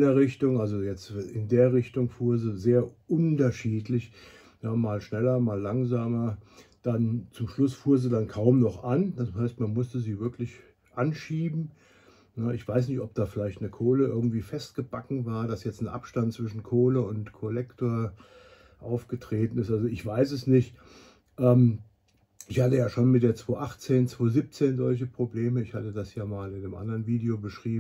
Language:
German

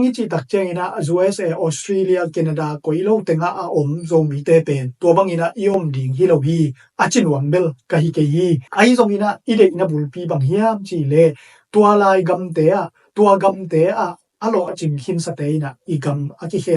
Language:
Tedim Chin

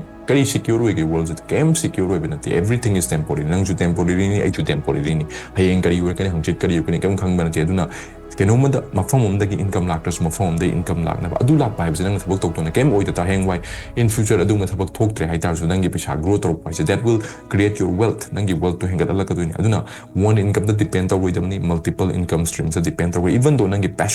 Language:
Manipuri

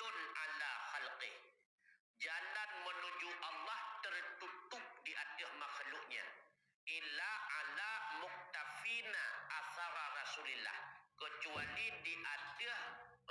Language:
Achinese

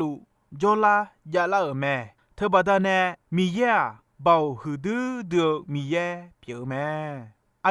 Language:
Akha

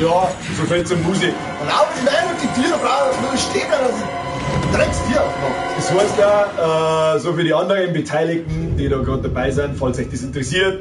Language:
Bavarian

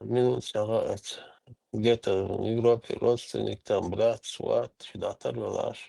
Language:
Chechen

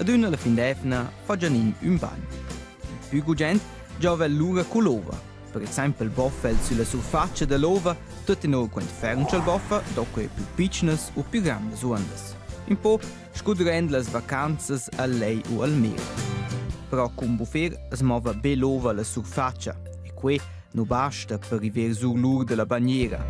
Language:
Romansh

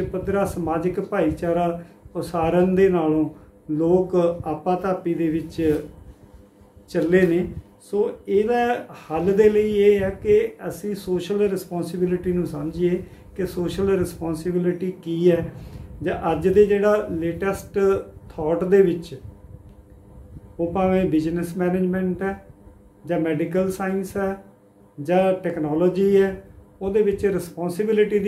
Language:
Punjabi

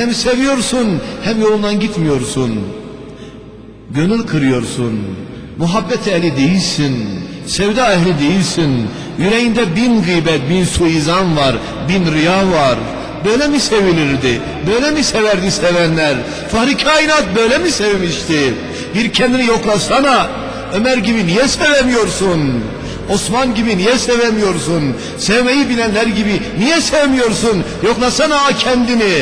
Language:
Turkish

